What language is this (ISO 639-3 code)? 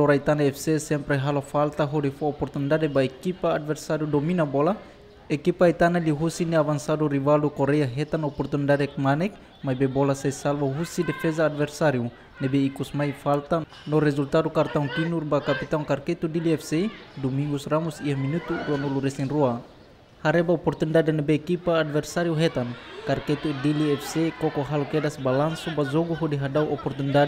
tet